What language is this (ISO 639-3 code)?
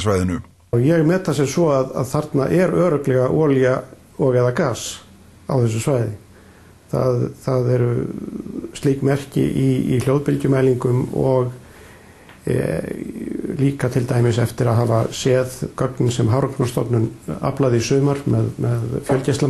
isl